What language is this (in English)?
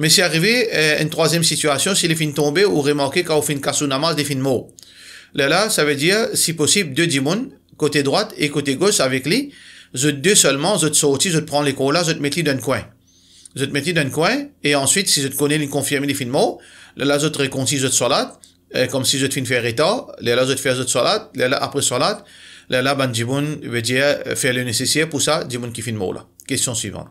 Morisyen